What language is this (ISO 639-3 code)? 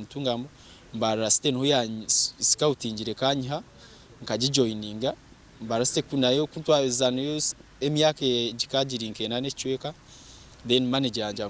nyn